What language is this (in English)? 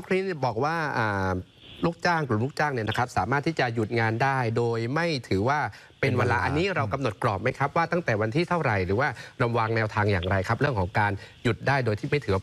Thai